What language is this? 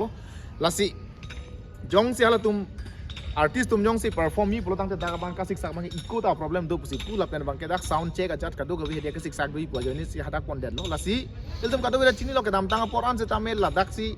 Karbi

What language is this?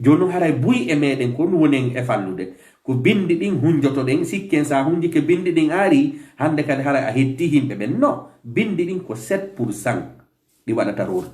Fula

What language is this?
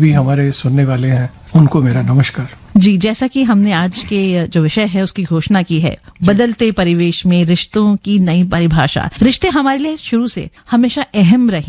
Hindi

